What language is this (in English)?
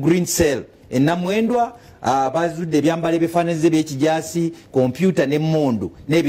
Ganda